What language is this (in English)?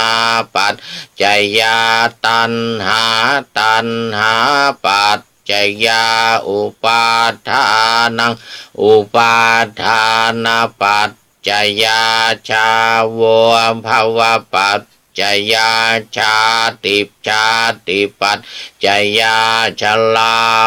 Pali